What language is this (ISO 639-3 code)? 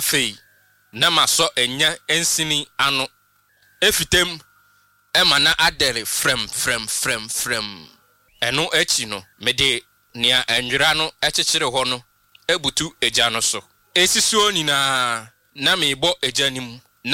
aka